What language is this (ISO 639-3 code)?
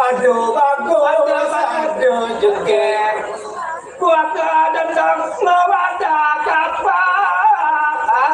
ban